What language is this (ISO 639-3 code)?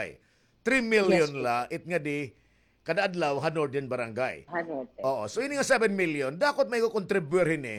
war